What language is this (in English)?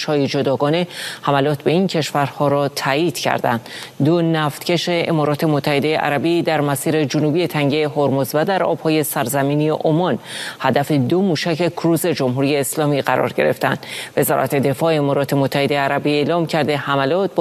Persian